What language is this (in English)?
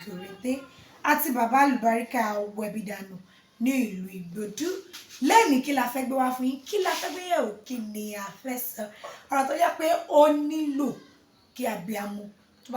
Yoruba